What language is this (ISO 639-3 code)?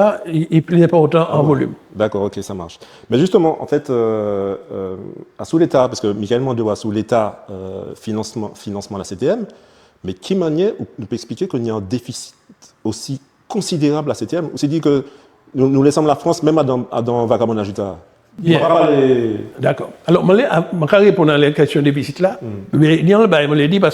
gcf